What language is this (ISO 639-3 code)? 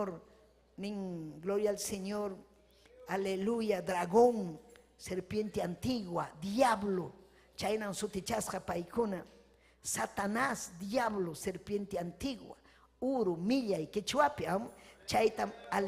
quy